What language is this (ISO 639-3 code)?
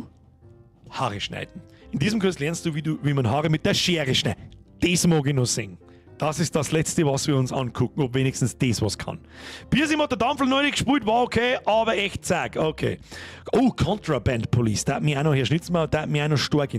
bar